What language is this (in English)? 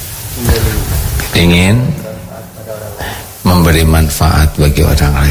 Indonesian